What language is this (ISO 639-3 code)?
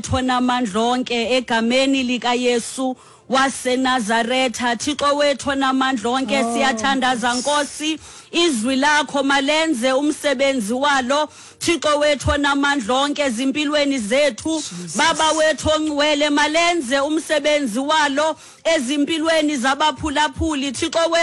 xho